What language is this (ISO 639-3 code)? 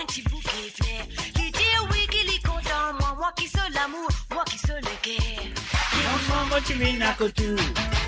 mfe